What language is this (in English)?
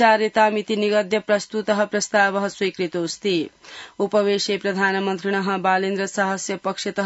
Sanskrit